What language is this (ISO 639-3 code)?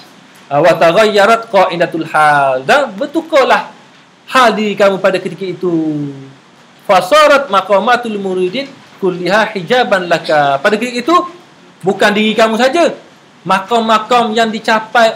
msa